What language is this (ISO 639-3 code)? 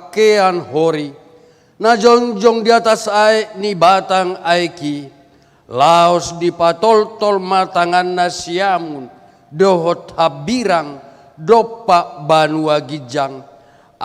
bbc